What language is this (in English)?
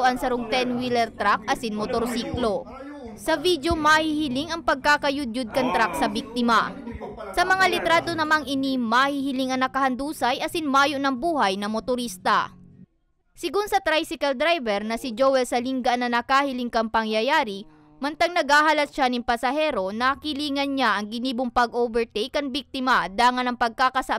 Bikol